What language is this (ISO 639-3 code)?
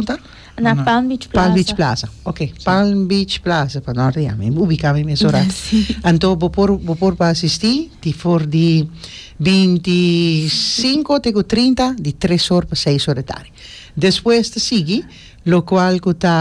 pap